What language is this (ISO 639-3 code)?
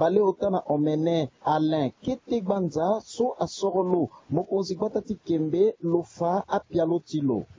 sag